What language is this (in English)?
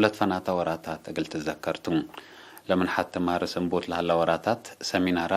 Tigre